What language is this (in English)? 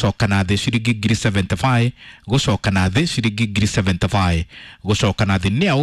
Kikuyu